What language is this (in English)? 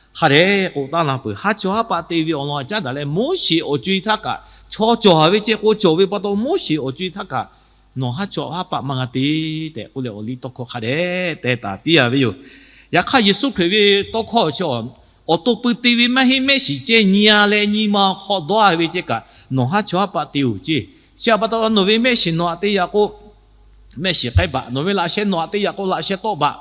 Lahu